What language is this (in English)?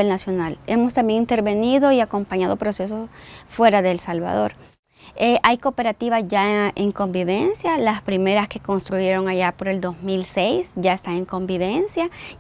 Spanish